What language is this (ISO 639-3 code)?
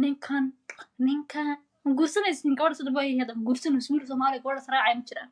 som